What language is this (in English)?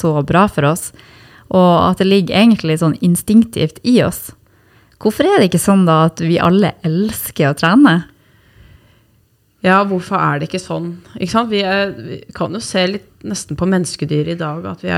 Norwegian